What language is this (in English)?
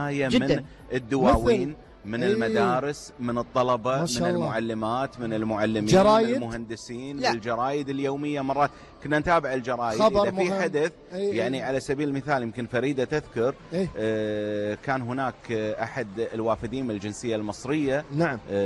Gulf Arabic